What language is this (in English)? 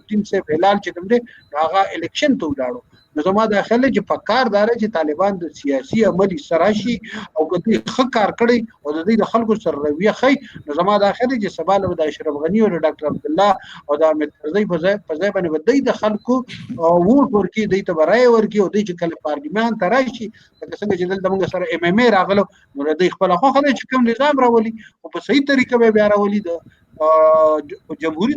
Pashto